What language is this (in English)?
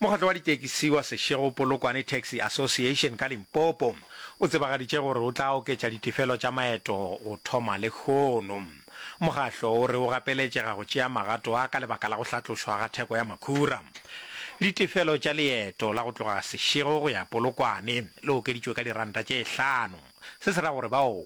Northern Sotho